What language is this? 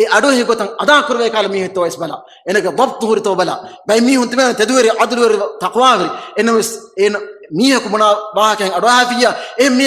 Divehi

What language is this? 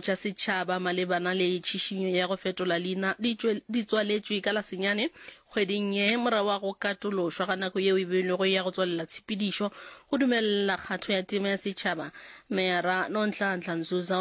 Northern Sotho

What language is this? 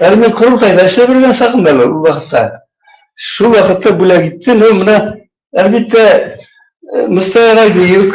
Bashkir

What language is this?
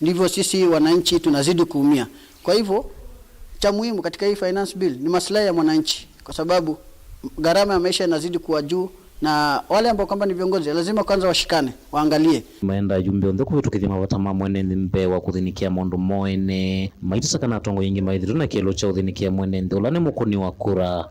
Kamba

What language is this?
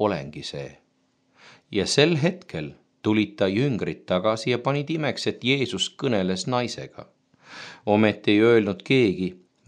Estonian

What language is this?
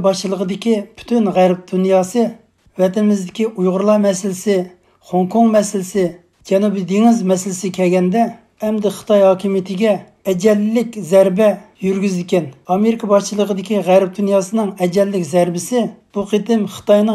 Uyghur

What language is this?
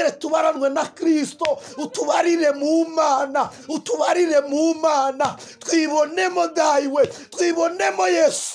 Kinyarwanda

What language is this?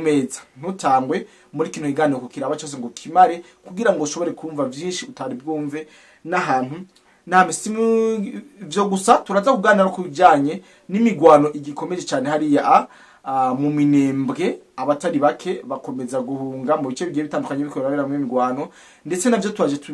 Rundi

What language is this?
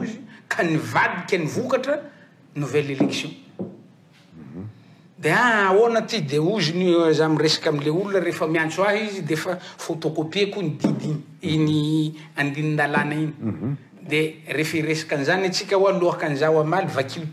Malagasy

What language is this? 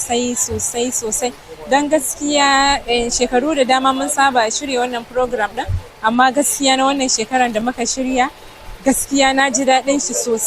Hausa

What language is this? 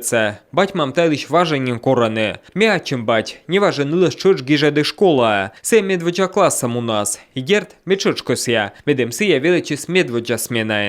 Komi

